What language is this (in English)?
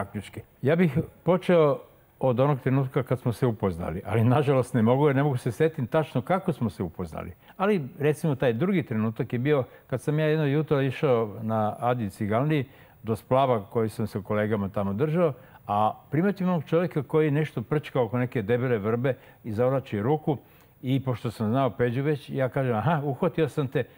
Serbian